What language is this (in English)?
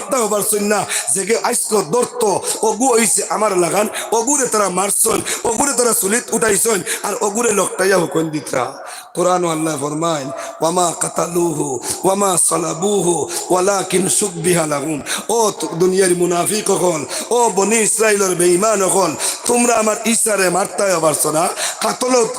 Sylheti